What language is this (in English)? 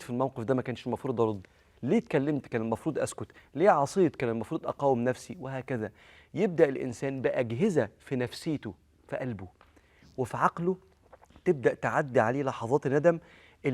Egyptian Arabic